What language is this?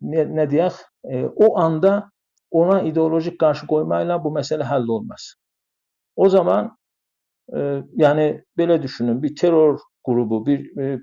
South Azerbaijani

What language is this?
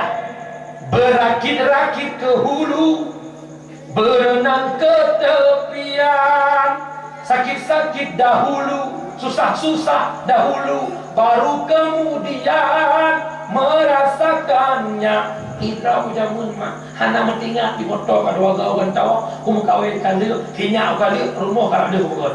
Achinese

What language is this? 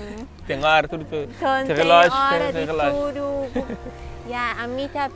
Kabuverdianu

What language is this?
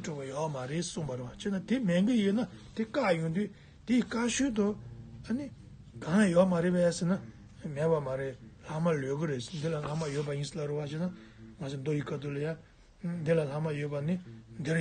Tibetan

